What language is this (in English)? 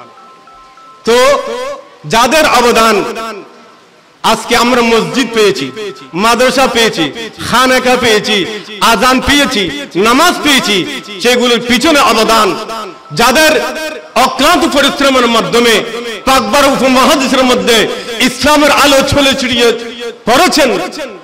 Bangla